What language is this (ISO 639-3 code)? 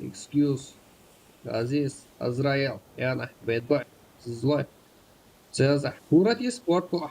kaa